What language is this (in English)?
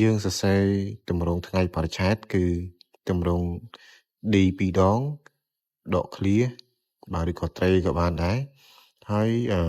Khmer